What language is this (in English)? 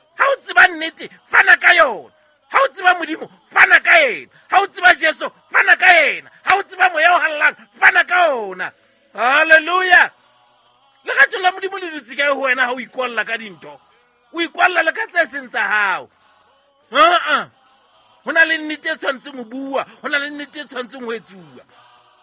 Southern Sotho